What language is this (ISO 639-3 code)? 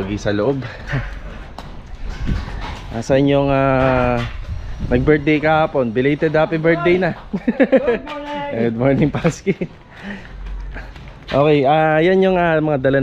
fil